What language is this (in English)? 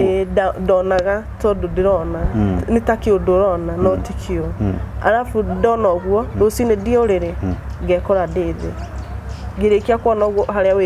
Kikuyu